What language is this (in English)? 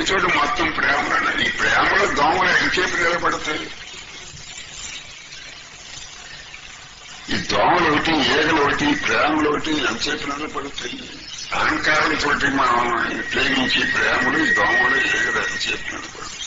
Telugu